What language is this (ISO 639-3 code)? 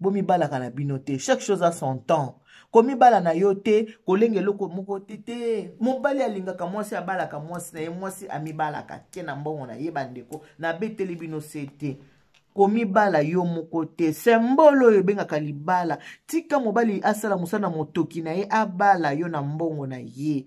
lin